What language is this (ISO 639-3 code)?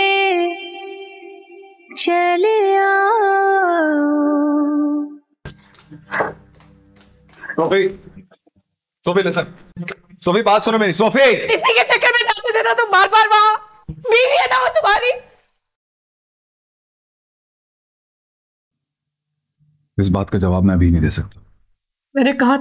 hin